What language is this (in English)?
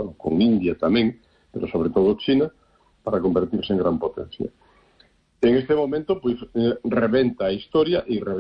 Galician